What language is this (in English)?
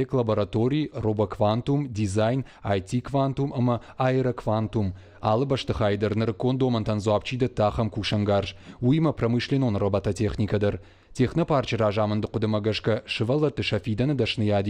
Ossetic